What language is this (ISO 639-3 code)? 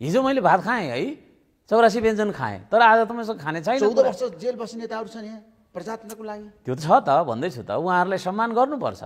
nep